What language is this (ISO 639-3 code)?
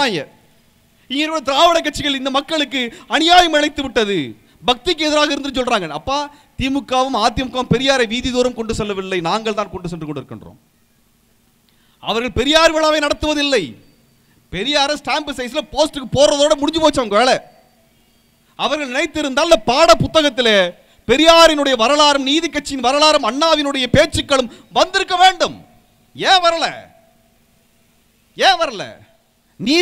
tam